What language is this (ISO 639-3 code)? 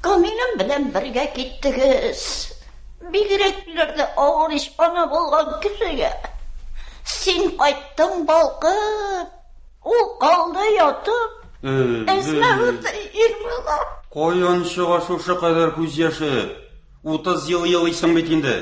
tat